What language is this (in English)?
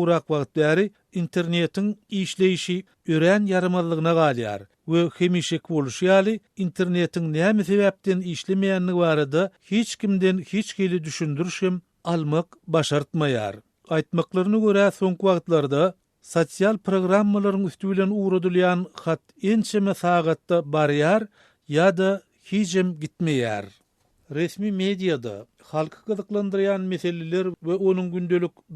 Turkmen